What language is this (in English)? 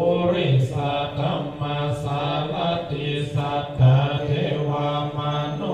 Pali